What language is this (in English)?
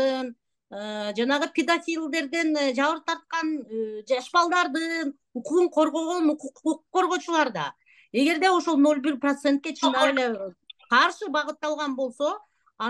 Kyrgyz